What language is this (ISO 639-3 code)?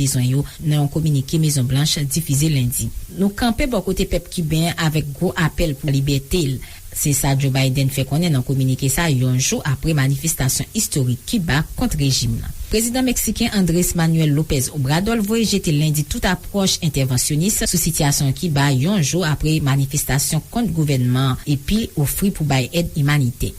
hat